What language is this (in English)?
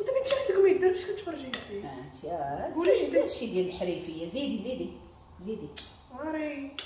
Moroccan Arabic